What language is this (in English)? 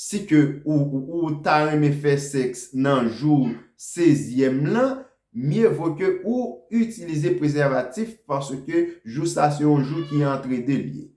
Haitian Creole